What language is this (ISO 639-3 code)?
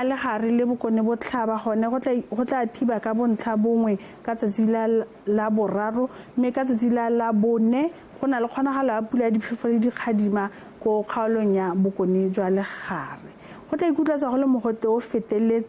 tsn